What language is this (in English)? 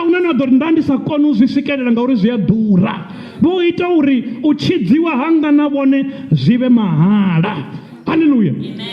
Venda